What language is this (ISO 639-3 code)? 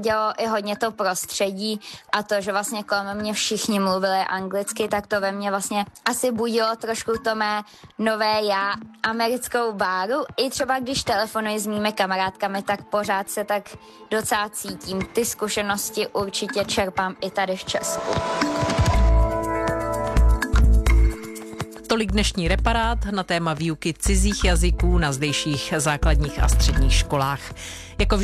ces